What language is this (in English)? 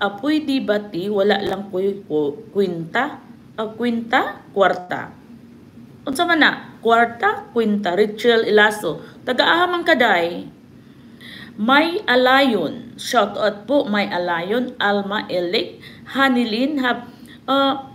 Filipino